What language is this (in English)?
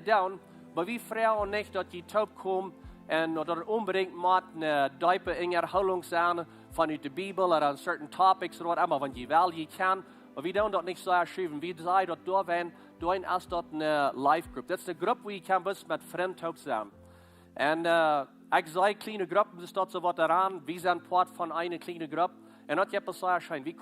Plautdietsch